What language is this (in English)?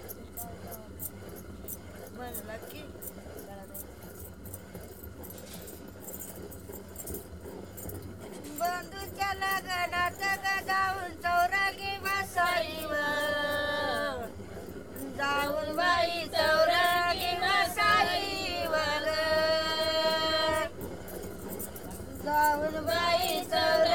Marathi